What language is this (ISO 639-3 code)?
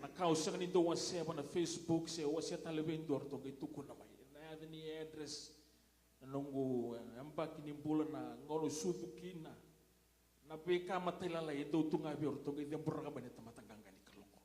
fij